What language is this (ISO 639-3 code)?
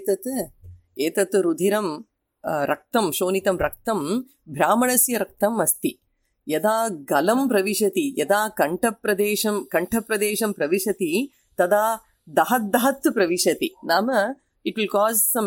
san